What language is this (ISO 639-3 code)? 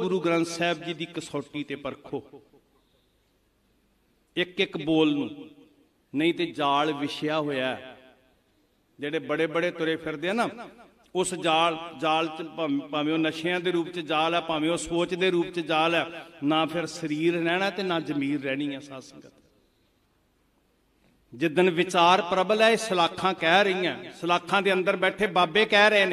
pan